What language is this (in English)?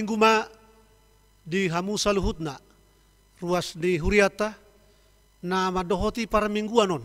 Batak Toba